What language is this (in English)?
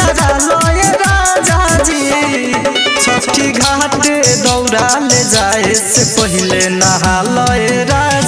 Bhojpuri